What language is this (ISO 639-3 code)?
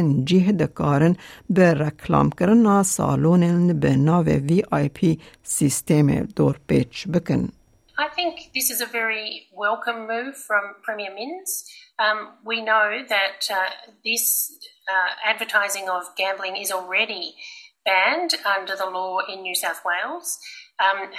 kur